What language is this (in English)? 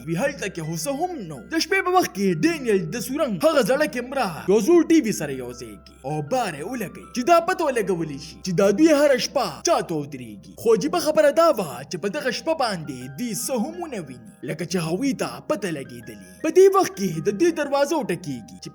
Pashto